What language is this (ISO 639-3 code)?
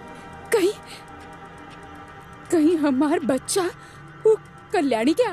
bho